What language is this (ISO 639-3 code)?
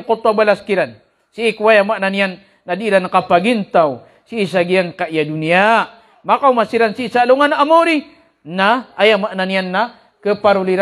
mrw